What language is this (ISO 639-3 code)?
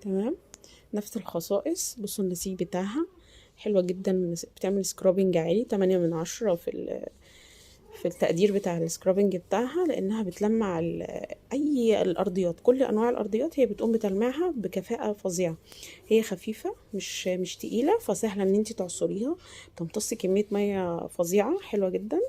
arz